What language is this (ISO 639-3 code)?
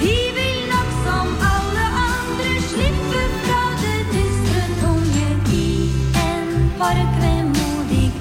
nor